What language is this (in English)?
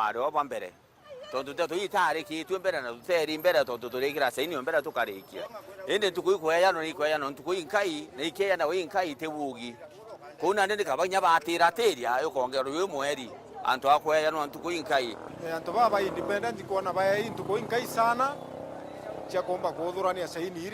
Meru